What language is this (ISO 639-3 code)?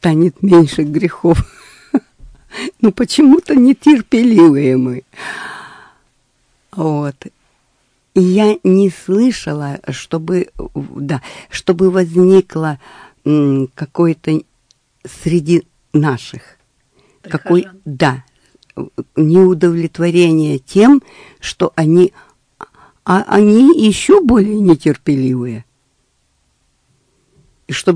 rus